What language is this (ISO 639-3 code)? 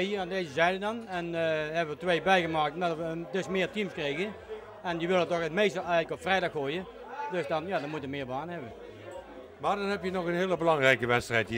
nld